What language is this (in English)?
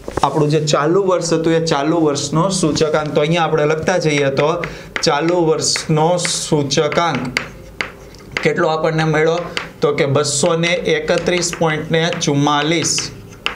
Gujarati